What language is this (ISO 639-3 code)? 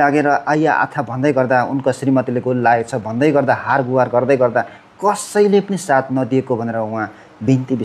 nep